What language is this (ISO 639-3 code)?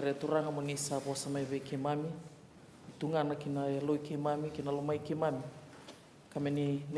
fij